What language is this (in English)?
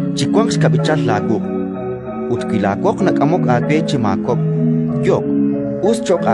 Kekchí